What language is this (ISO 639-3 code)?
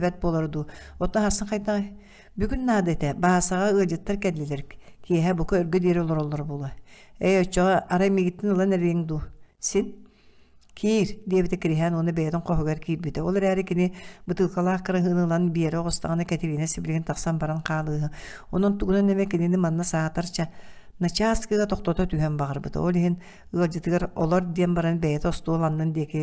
sah